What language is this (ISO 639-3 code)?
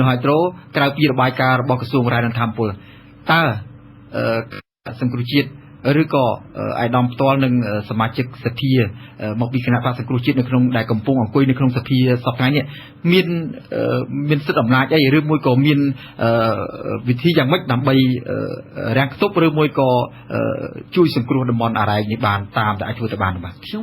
khm